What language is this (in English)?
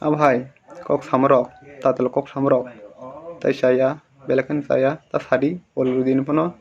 Kok Borok